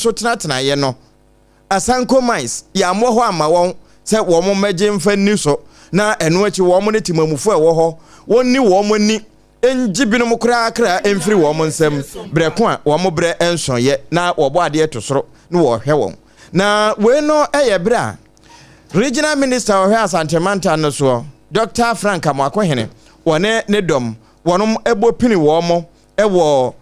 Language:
Akan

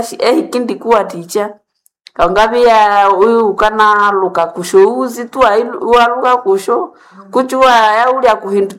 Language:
Nande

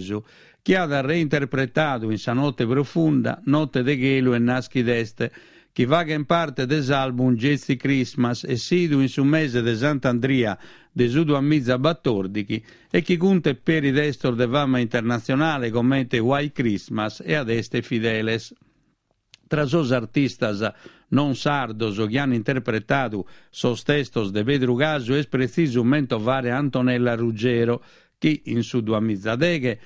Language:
Sardinian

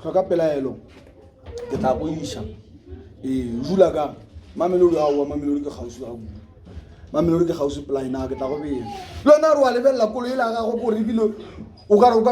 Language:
Northern Sotho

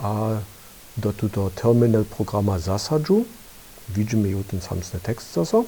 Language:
Upper Sorbian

